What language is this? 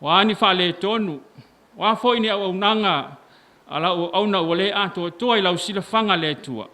Samoan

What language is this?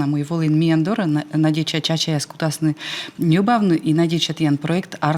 Komi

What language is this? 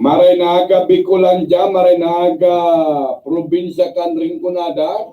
Bikol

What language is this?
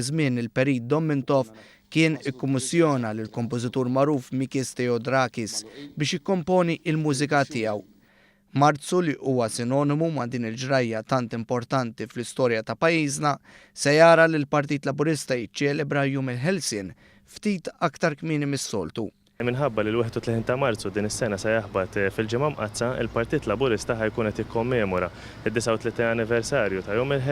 Maltese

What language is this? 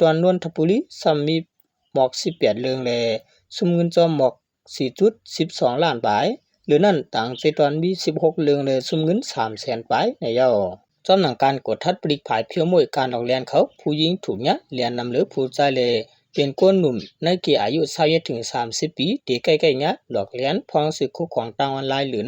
Shan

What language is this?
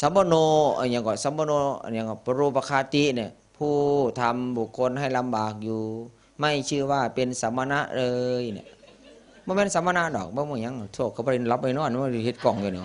Northeastern Thai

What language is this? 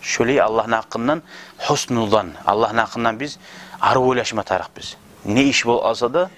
Kumyk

